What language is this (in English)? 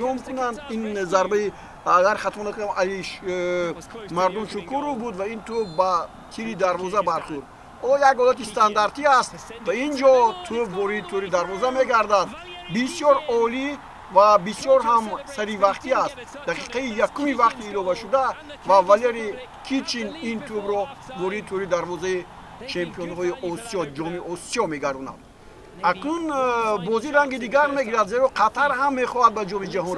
Tajik